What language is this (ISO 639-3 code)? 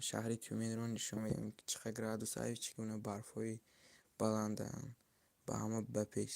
tgk